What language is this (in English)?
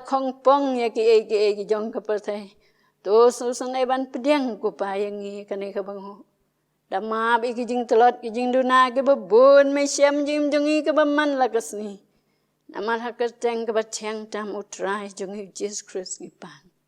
Khasi